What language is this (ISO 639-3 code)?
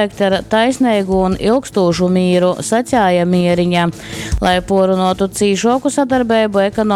ltg